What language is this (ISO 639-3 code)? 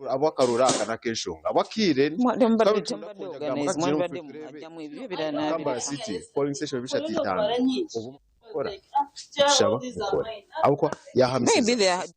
nyn